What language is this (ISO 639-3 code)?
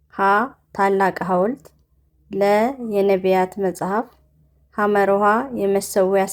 amh